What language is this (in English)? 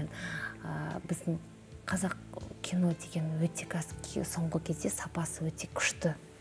Kazakh